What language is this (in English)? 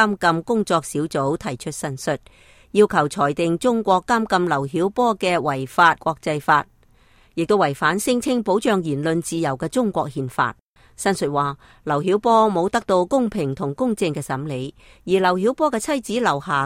Cantonese